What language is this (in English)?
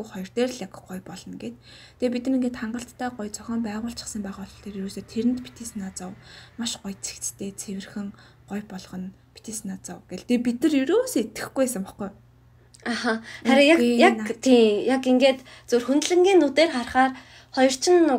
Mongolian